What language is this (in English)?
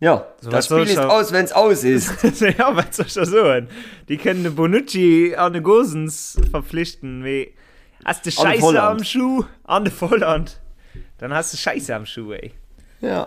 Luxembourgish